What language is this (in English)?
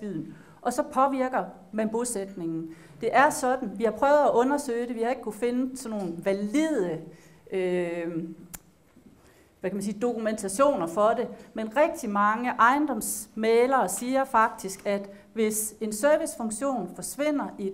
Danish